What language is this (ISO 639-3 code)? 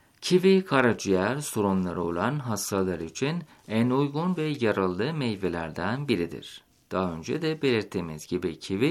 tur